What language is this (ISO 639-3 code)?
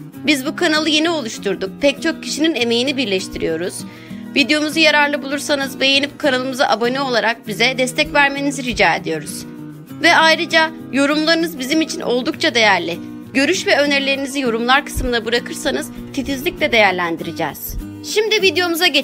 tur